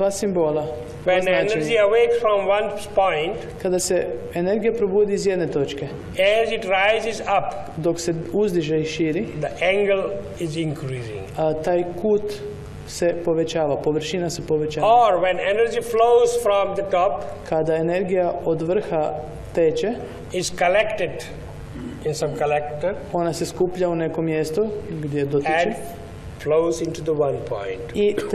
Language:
Croatian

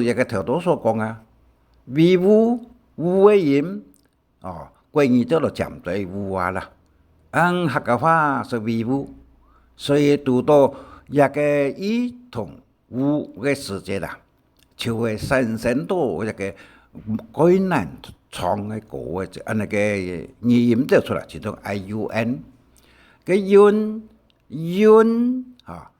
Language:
Hakka Chinese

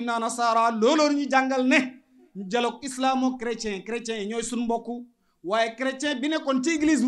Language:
Wolof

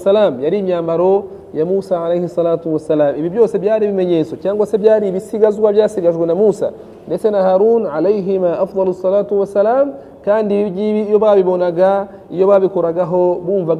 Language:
Kinyarwanda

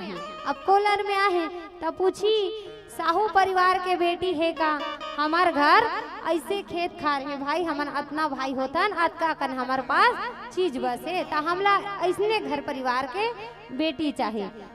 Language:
Chhattisgarhi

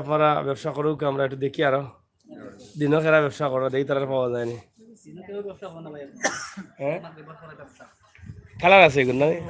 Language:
Sylheti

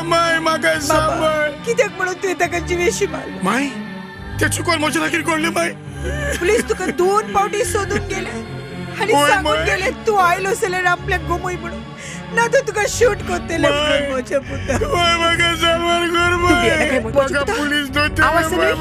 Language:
Konkani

